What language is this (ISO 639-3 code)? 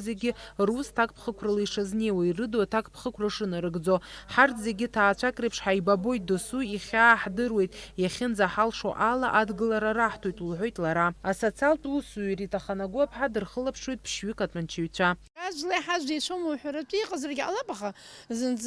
abk